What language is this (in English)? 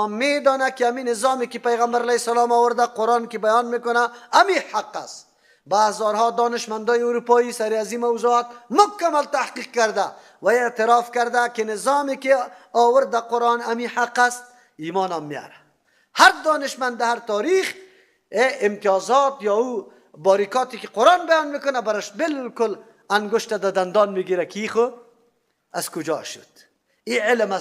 Persian